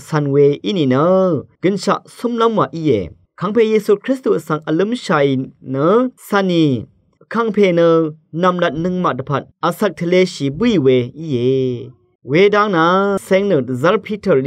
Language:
Rawang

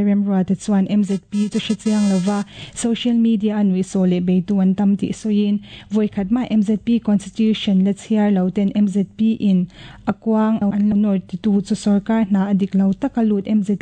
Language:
Mizo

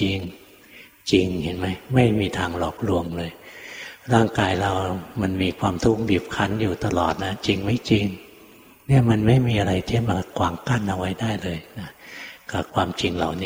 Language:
Thai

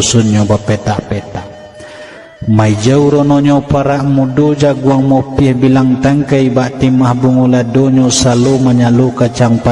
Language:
Minangkabau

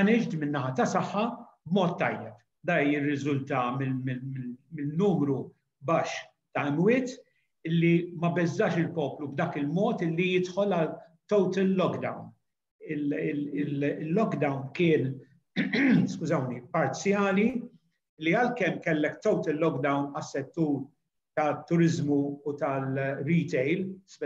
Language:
Maltese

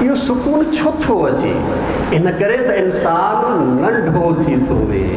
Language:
Sindhi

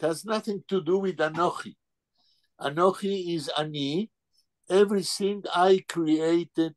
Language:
Yiddish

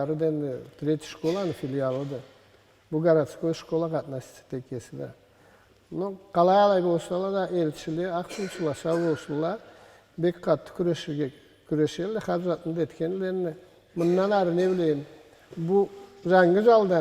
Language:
Karachay-Balkar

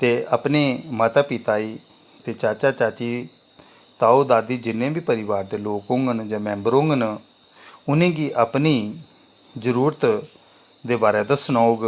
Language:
Dogri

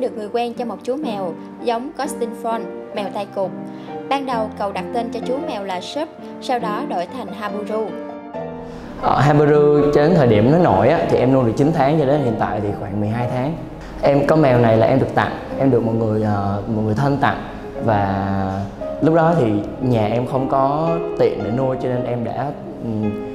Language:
Vietnamese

